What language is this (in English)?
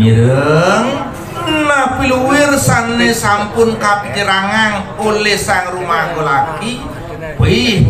Balinese